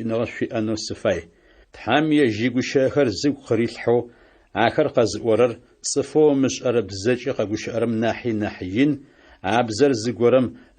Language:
Adyghe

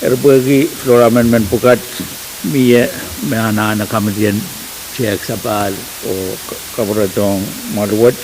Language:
Pohnpeian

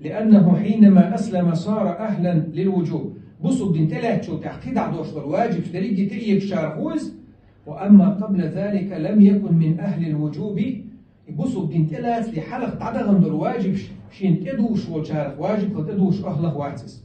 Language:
Chechen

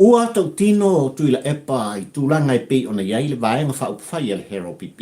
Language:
Samoan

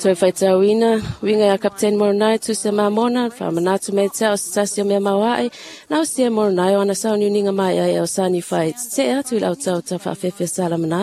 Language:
Samoan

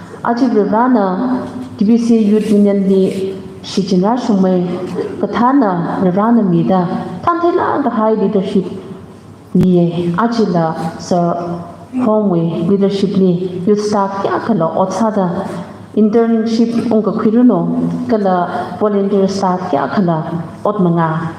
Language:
Tangkhul Naga (India)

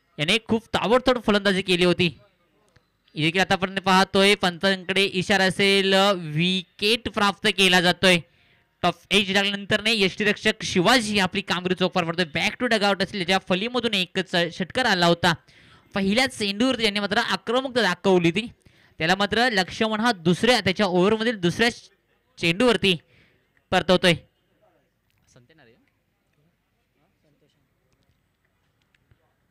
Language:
Marathi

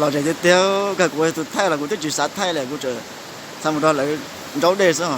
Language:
Hmong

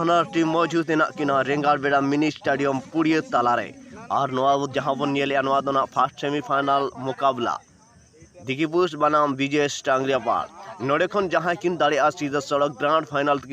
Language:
Santali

